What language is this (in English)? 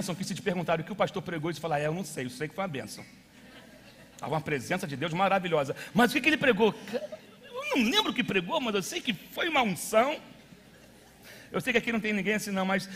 Portuguese